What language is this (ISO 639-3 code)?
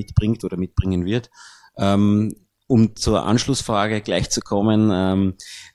deu